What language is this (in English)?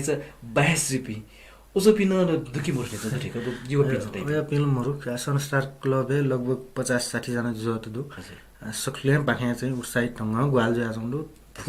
Newari